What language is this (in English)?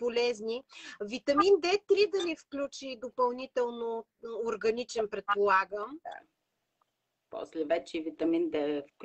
Bulgarian